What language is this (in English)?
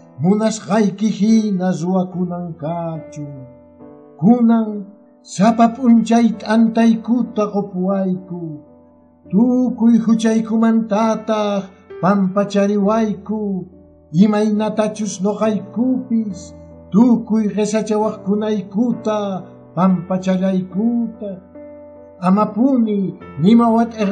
Quechua